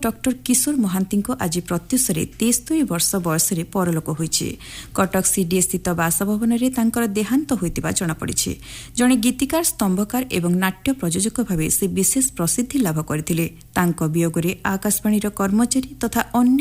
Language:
Odia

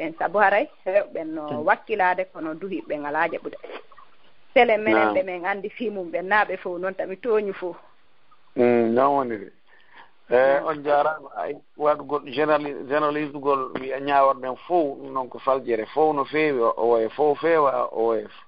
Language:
Fula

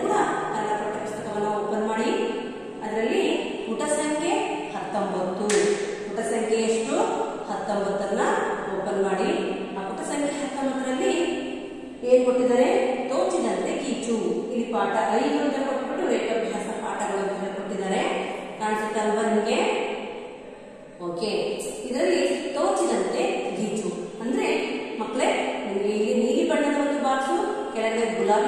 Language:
Kannada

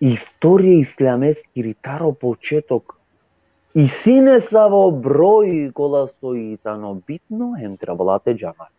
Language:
Balkan Romani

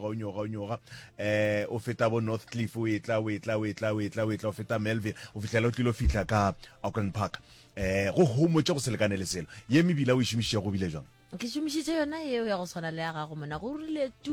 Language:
Northern Sotho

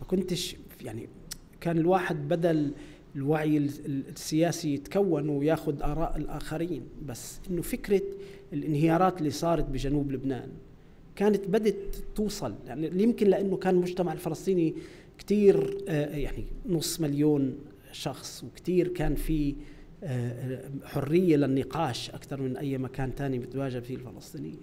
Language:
North Levantine Arabic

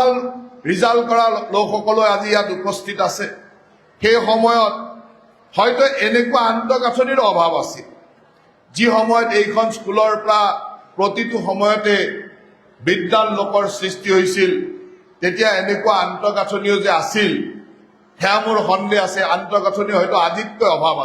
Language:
Assamese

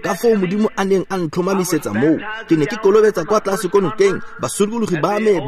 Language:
Tswana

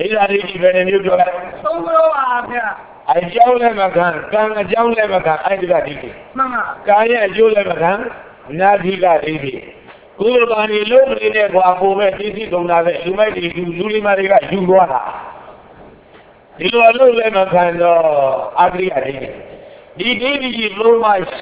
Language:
Burmese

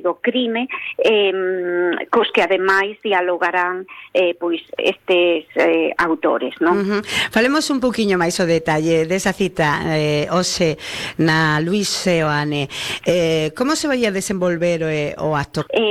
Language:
Galician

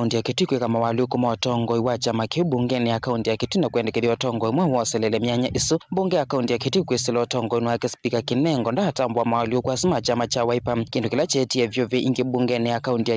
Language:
Kamba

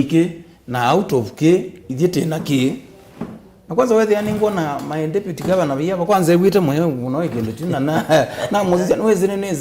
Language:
Kamba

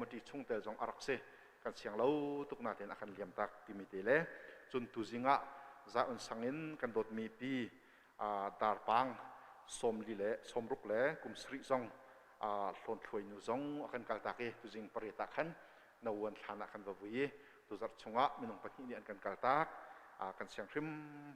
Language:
Hakha Chin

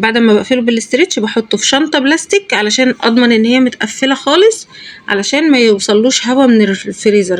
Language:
Egyptian Arabic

